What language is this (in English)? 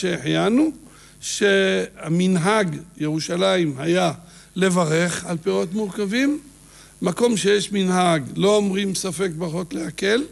Hebrew